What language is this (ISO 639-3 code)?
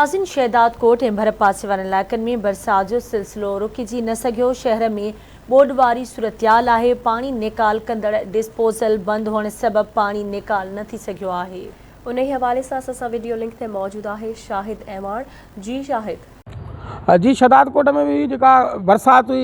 snd